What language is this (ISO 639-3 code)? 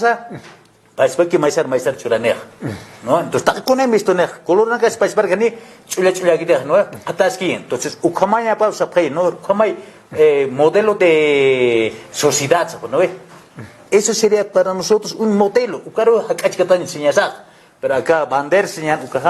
aym